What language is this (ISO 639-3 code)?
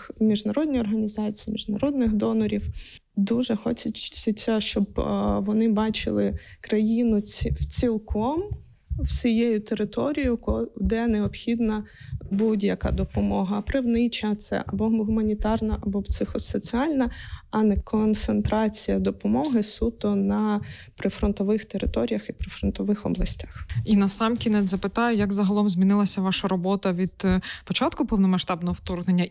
ukr